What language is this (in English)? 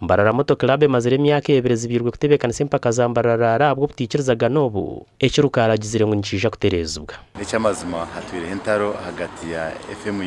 Nyankole